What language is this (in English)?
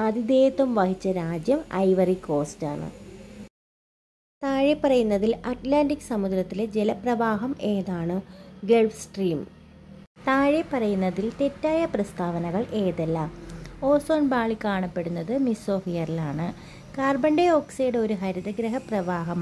Malayalam